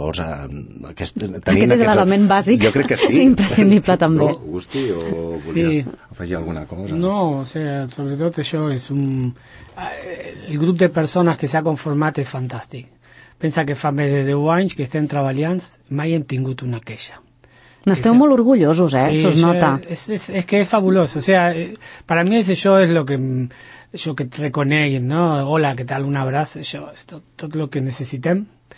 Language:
Catalan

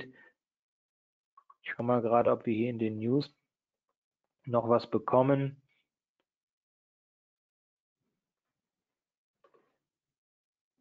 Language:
German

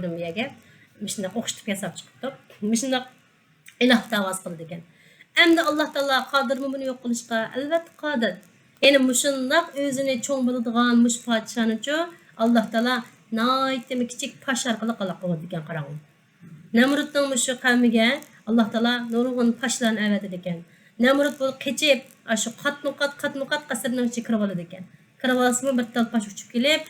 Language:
Uyghur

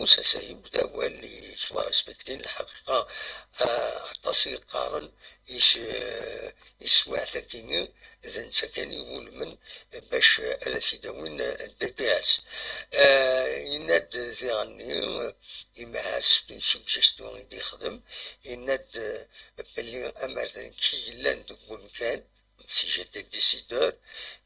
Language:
Kabyle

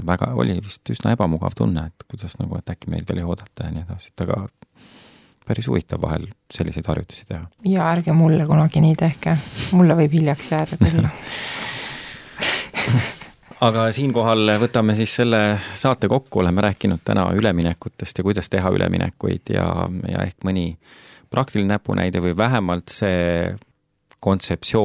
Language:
Estonian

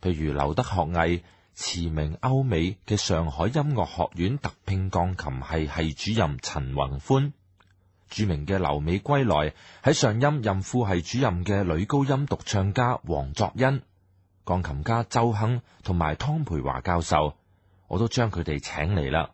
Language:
Cantonese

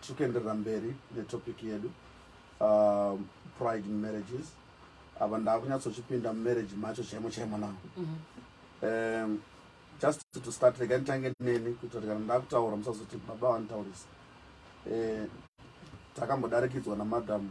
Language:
Shona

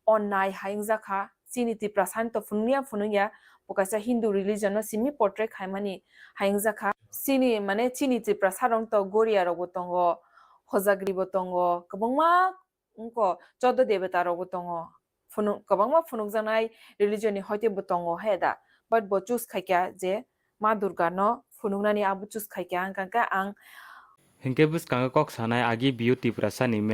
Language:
Kok Borok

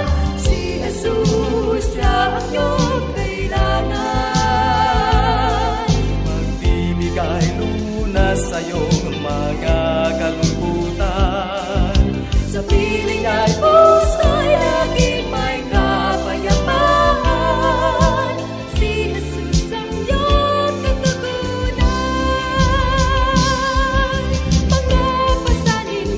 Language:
Filipino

